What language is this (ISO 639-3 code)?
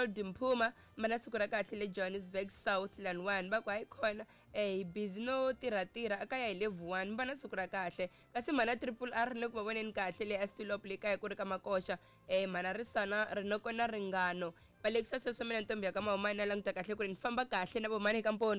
tso